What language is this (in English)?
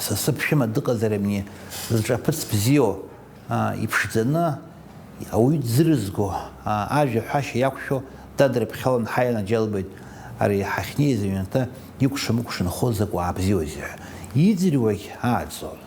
Abkhazian